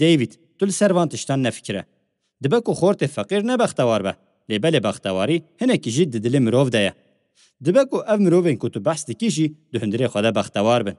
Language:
Kurdish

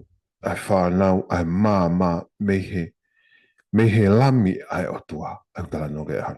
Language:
Tongan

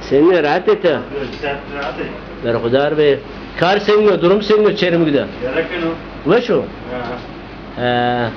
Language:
Zaza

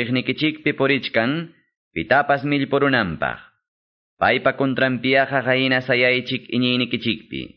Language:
Quechua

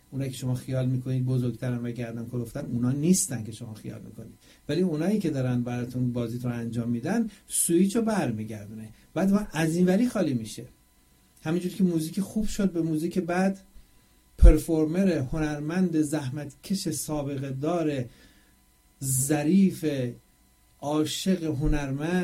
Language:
Persian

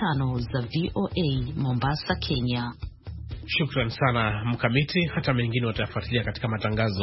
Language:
Swahili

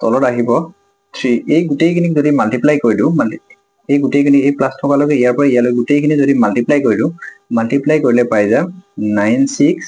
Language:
Assamese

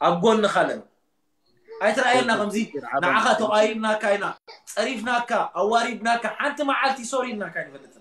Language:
Tigrinya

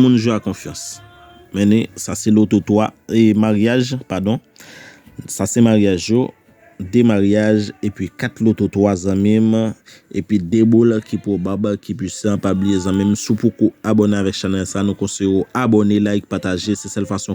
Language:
Haitian Creole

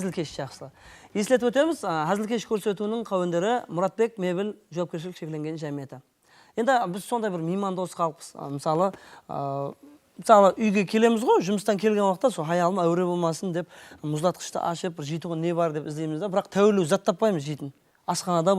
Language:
Kara-Kalpak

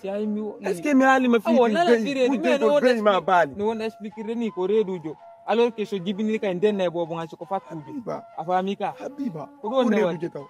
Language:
Fula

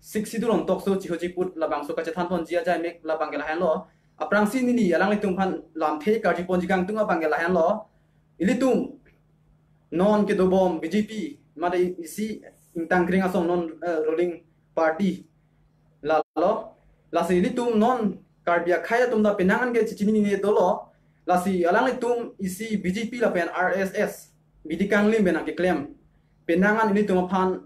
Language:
Karbi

